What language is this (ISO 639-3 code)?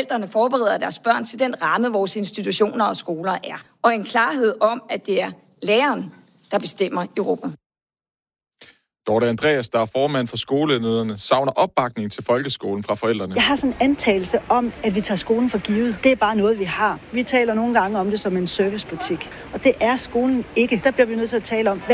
dan